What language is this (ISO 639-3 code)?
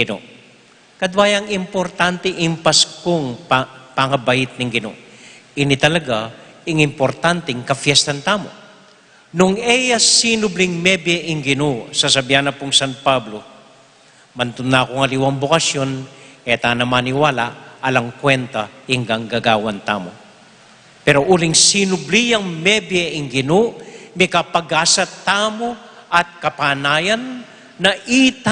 pam